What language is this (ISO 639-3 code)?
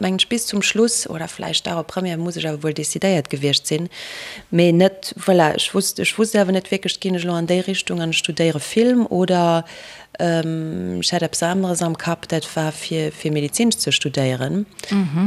ltz